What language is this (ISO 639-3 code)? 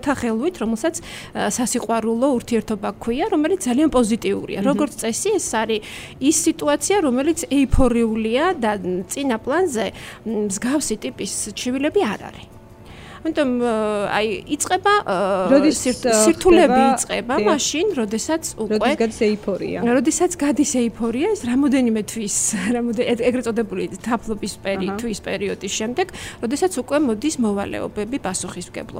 kat